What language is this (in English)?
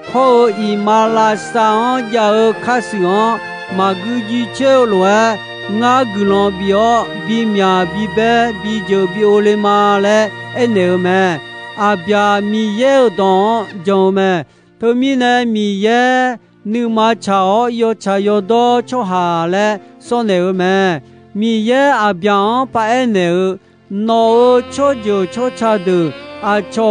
Akha